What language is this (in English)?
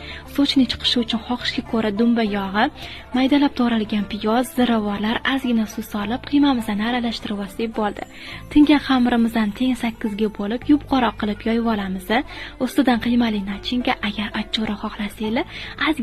Uzbek